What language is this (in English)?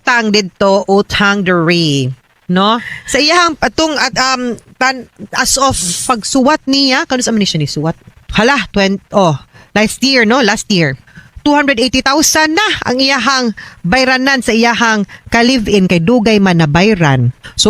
Cebuano